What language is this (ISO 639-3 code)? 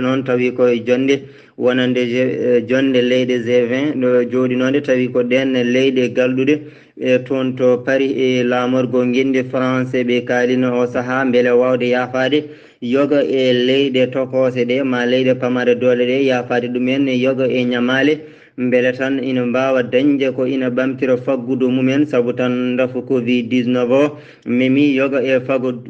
ful